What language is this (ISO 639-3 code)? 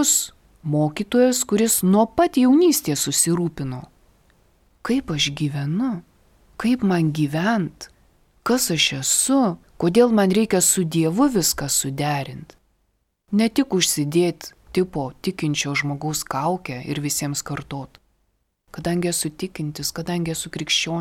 lit